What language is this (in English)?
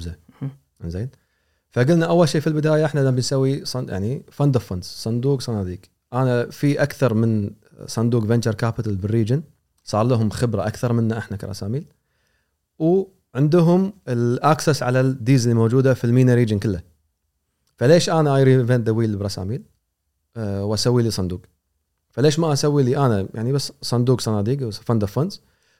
Gulf Arabic